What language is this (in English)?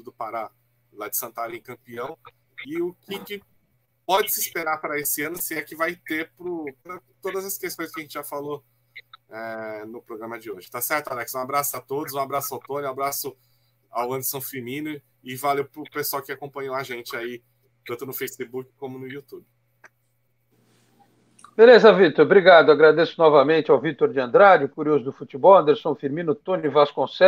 Portuguese